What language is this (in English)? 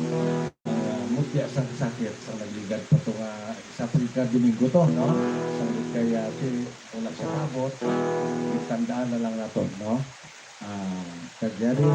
Hiligaynon